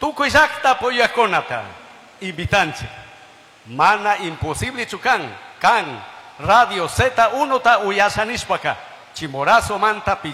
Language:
Chimborazo Highland Quichua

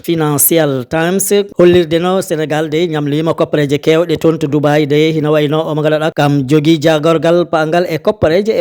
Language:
Fula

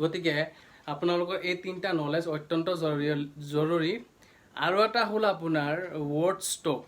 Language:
Assamese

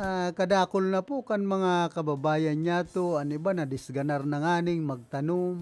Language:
Bikol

